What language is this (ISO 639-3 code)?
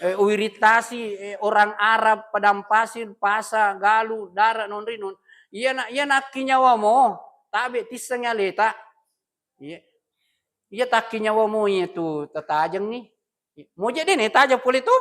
bug